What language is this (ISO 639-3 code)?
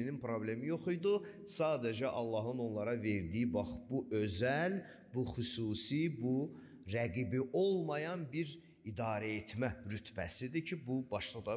aze